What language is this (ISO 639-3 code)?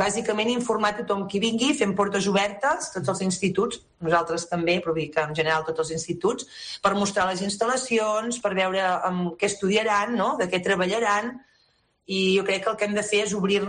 cat